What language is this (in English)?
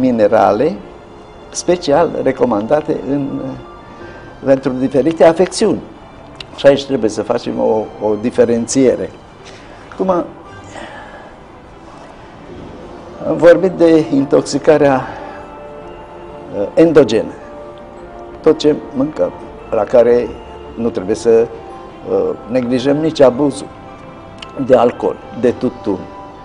Romanian